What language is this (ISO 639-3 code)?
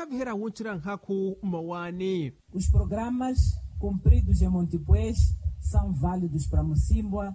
vmw